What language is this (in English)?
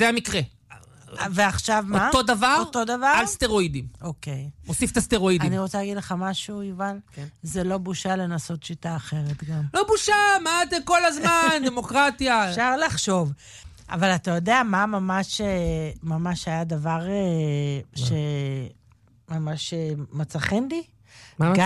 Hebrew